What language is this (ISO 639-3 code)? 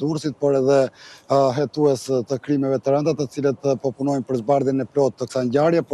sqi